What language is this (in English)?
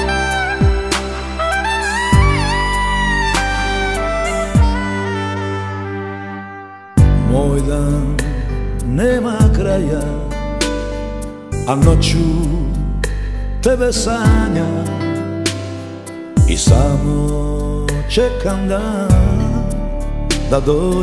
Serbian